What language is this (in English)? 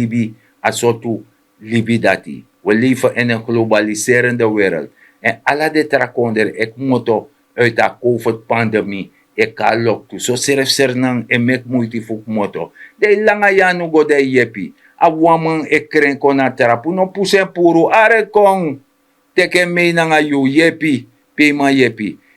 Sranan Tongo